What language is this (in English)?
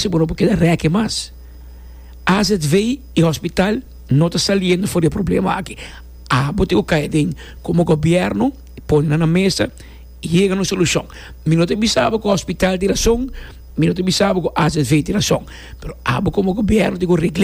Papiamento